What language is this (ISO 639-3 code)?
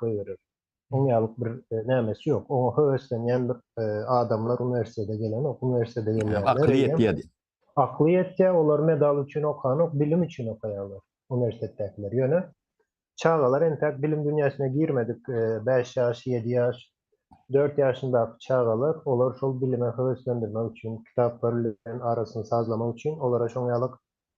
tuk